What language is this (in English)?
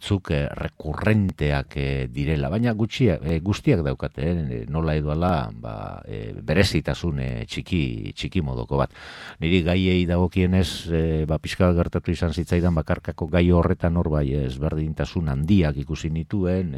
Basque